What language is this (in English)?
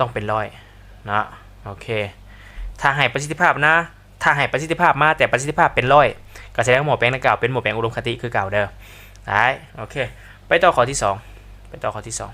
Lao